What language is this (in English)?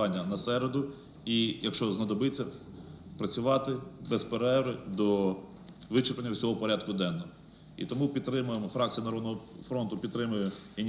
Ukrainian